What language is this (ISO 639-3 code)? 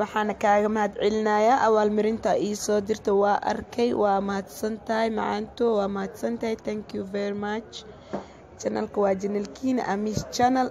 som